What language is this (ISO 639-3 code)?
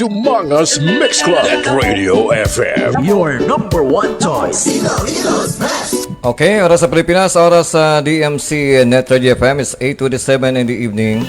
hil